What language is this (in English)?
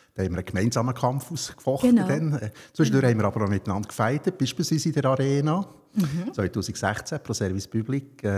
Swiss German